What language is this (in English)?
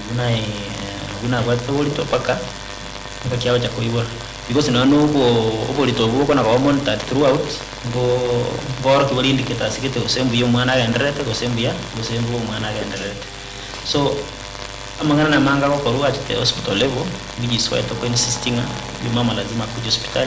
Gusii